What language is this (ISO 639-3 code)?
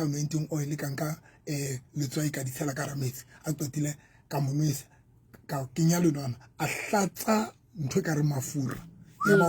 sot